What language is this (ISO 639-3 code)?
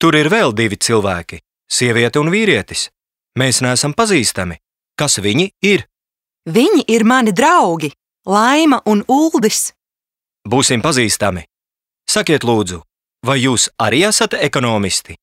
lav